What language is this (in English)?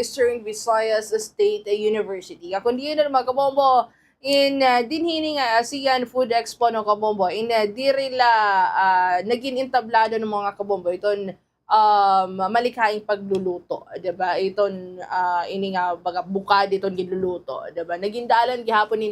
Waray